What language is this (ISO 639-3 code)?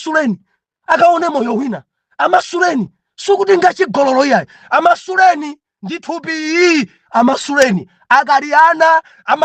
nya